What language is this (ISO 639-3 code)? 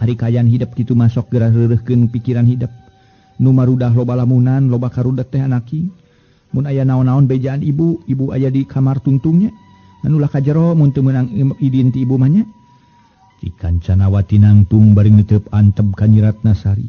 sun